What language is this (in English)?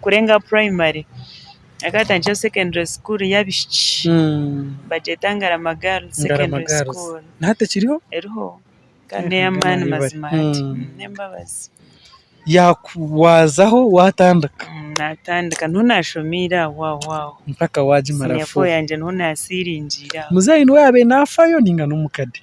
Nyankole